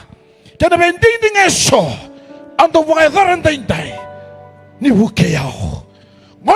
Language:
Fijian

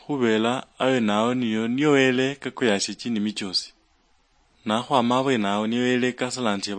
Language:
Luyia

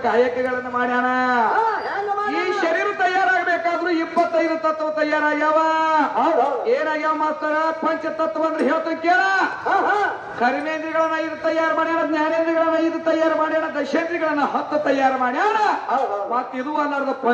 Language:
Kannada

